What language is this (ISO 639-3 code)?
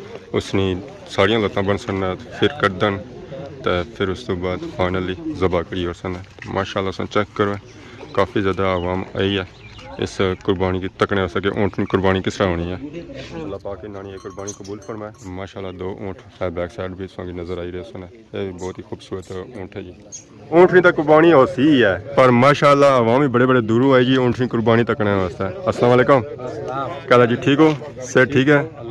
phr